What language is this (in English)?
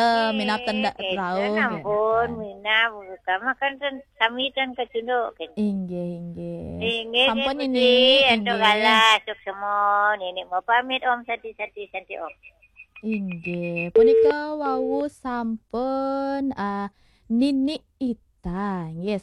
Balinese